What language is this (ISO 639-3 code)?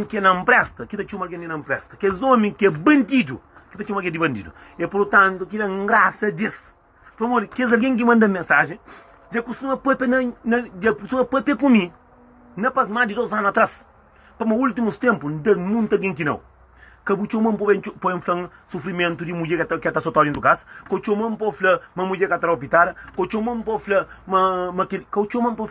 kea